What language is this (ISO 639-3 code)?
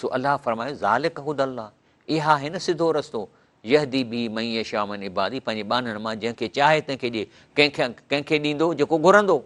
snd